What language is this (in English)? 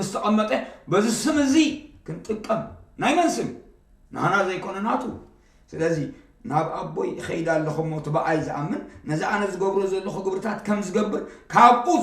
Tigrinya